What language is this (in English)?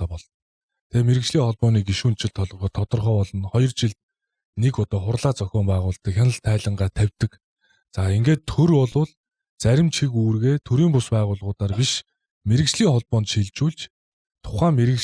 Mongolian